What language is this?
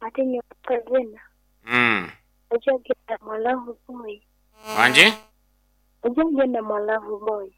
Nyankole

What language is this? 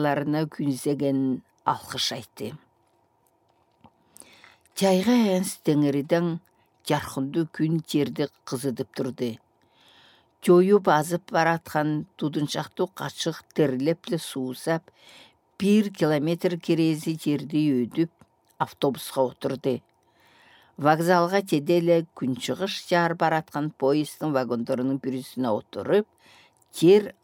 Southern Altai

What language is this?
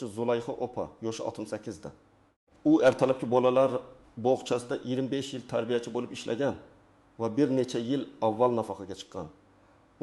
Uzbek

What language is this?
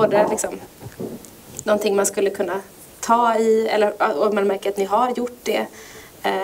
Swedish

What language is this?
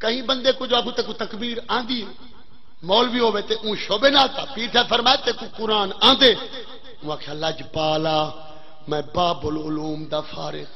Saraiki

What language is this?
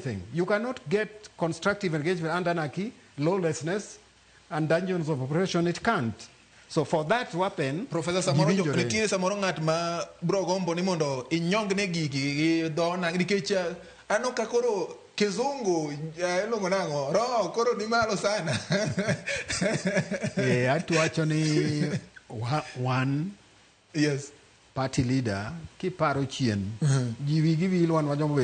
Luo (Kenya and Tanzania)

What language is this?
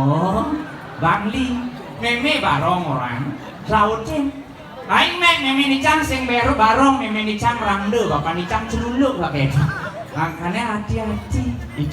Balinese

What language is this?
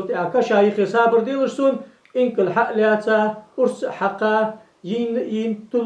Ingush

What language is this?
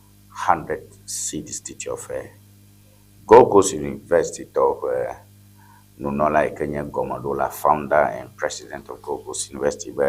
Ewe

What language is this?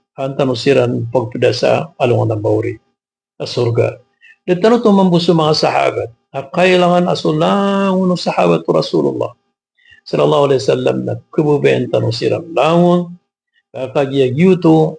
Maranao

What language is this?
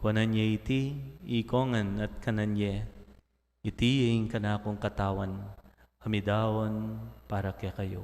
Pampanga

